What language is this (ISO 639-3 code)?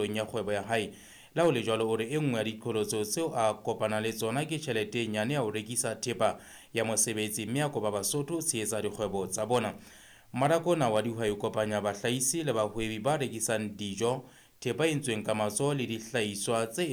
sot